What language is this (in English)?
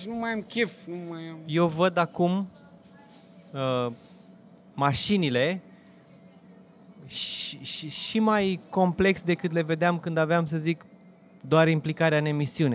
Romanian